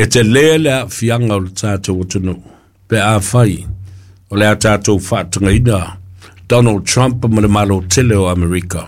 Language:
Samoan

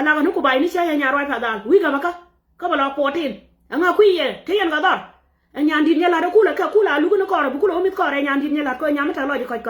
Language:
Nuer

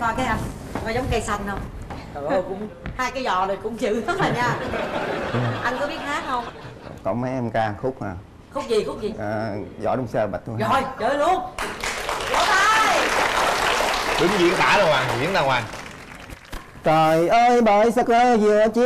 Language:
Vietnamese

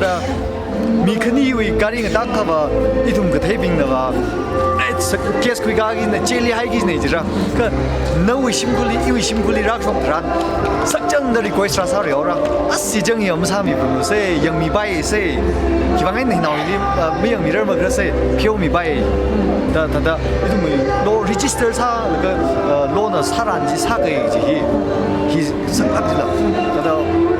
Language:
Tangkhul Naga (India)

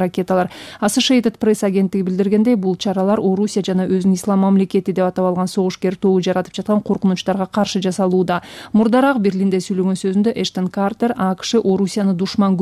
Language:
Kyrgyz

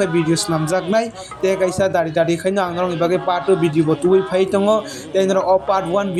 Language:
Kok Borok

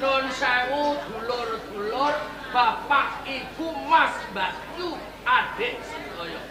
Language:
Javanese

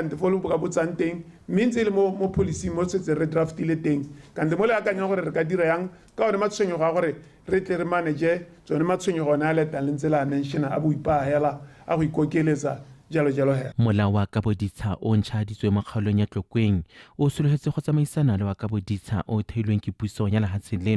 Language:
Tswana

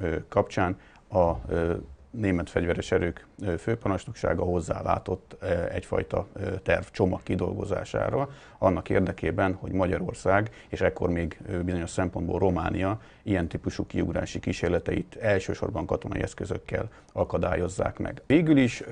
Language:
Hungarian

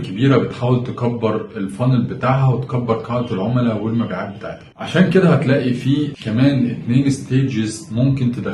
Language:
Egyptian Arabic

